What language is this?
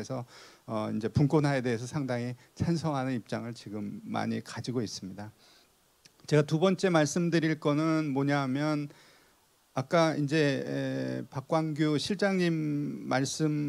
Korean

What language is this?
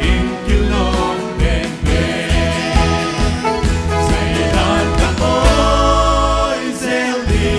Paite Chin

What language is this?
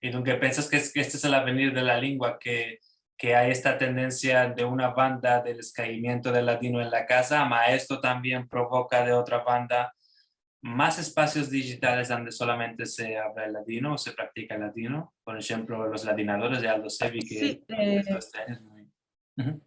Ladino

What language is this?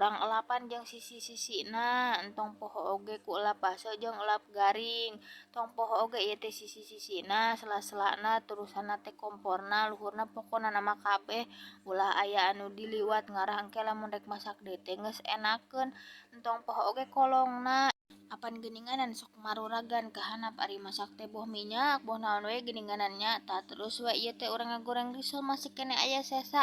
Sundanese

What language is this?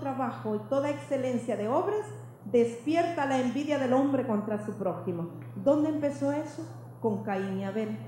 Spanish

